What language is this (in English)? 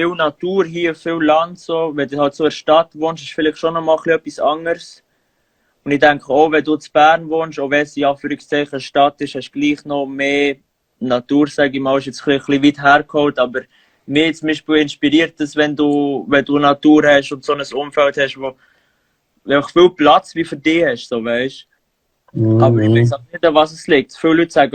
Swiss German